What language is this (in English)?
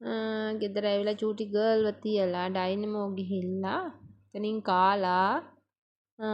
Sinhala